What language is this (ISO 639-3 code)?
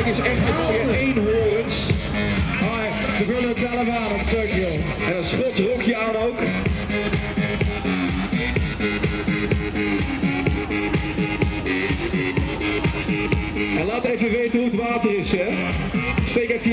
nld